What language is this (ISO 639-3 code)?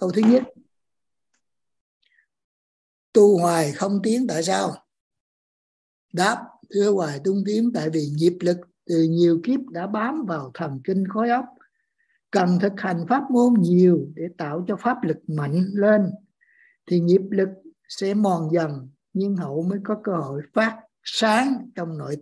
vie